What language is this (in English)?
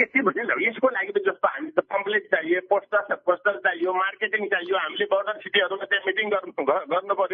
Nepali